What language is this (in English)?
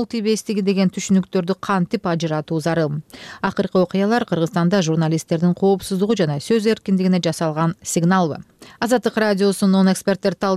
Kyrgyz